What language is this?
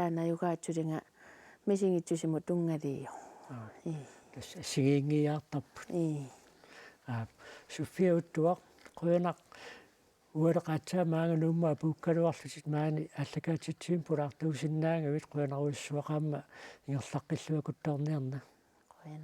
Kalaallisut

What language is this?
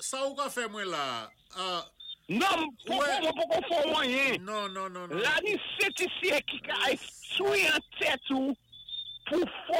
Saint Lucian Creole French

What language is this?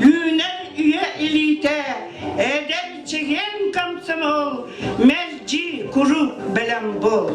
Yakut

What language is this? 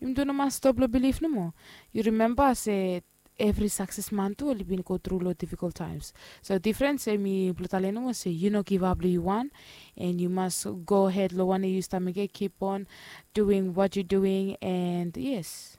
Bislama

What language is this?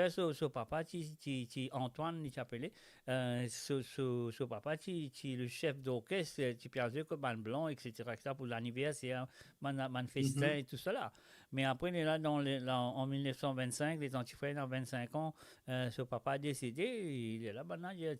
Morisyen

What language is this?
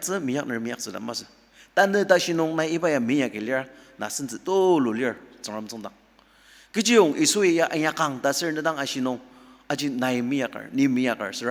Ao Naga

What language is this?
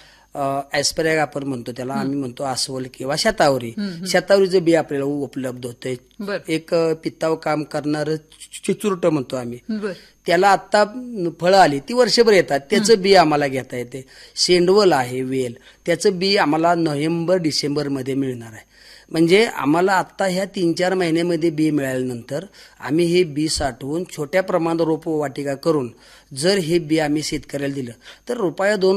Marathi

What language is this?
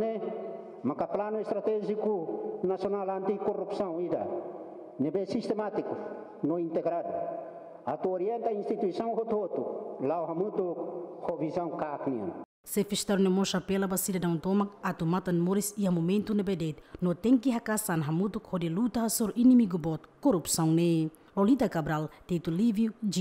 Tetum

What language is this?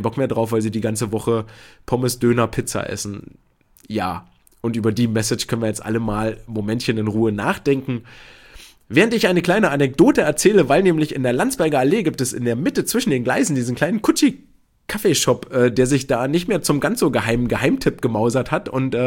German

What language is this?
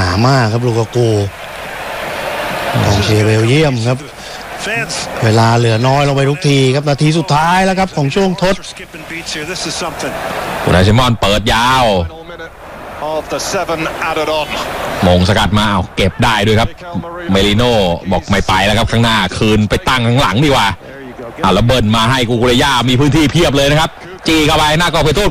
Thai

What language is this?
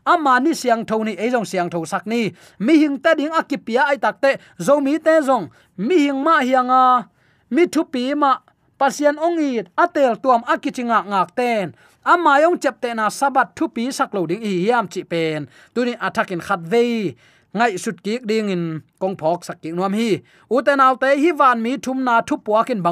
Tedim Chin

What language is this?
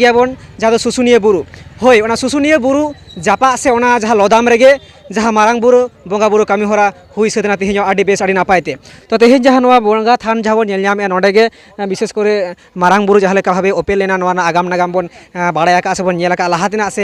Santali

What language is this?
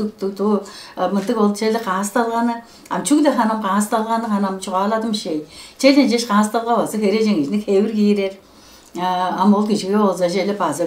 Tuvinian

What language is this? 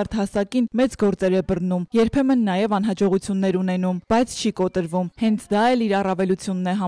Armenian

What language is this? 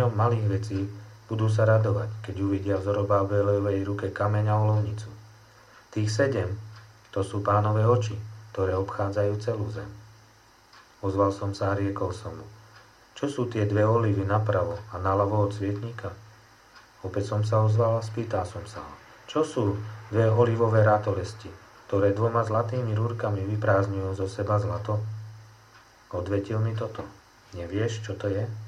Slovak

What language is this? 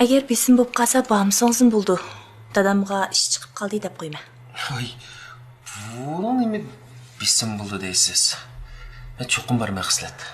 Uyghur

